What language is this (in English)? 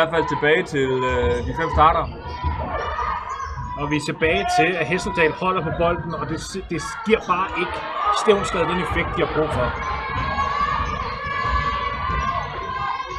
Danish